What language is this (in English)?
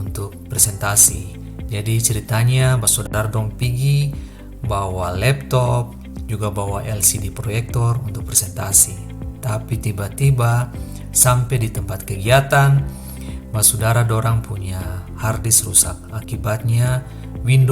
Ambonese Malay